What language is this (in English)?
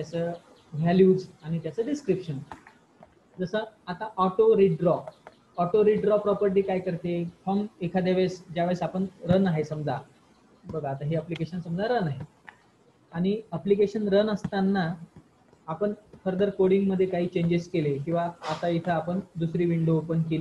Marathi